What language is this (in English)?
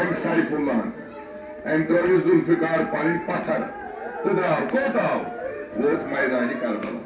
Kashmiri